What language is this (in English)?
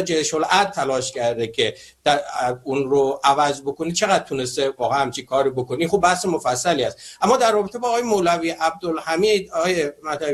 Persian